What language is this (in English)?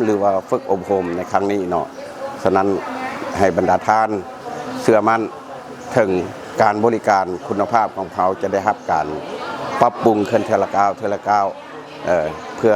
Lao